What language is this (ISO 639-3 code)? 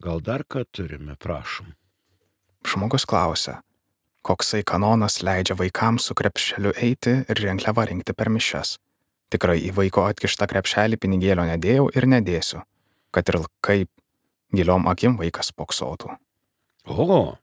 lit